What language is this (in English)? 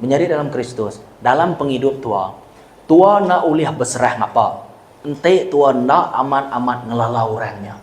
Iban